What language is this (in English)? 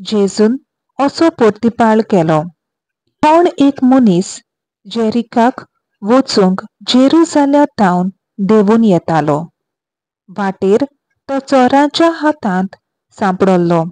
Konkani